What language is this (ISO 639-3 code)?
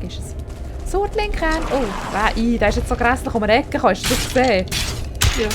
gsw